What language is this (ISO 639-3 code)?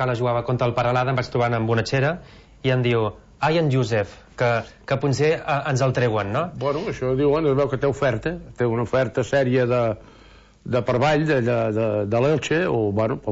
cat